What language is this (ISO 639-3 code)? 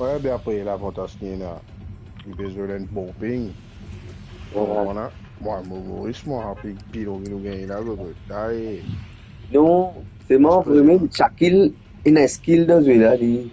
mfe